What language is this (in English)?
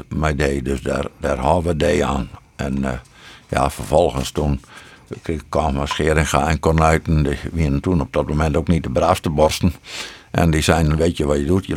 Western Frisian